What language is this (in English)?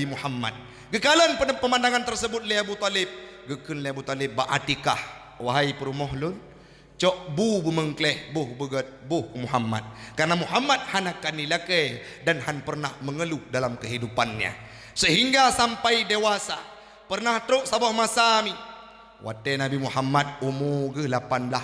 Achinese